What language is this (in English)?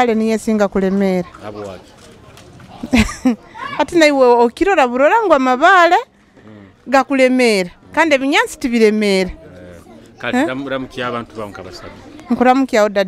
Nyoro